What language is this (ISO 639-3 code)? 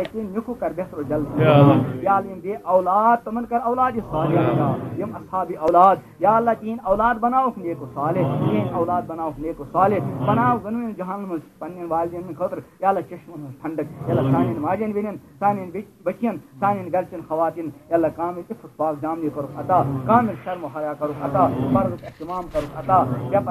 kas